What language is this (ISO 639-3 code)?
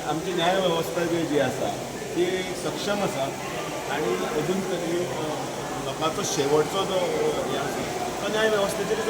kok